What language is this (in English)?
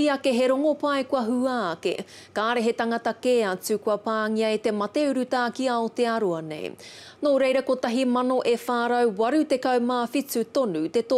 Māori